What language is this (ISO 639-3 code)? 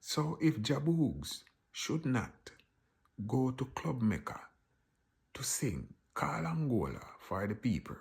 jam